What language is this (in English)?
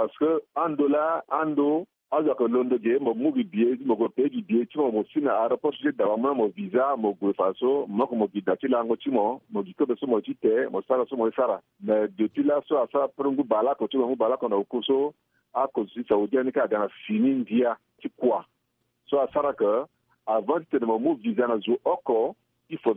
Sango